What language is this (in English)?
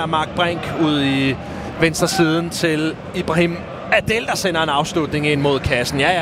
Danish